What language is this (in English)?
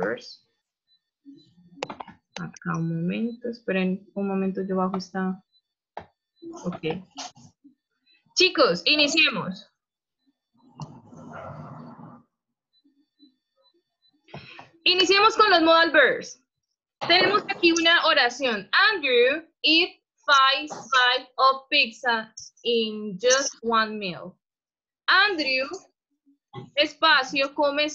Spanish